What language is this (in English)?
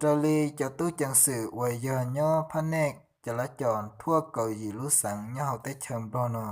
Hmong